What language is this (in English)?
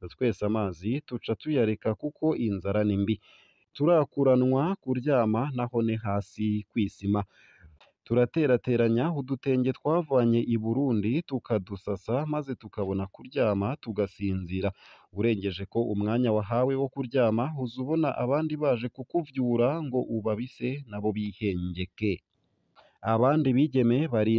Rundi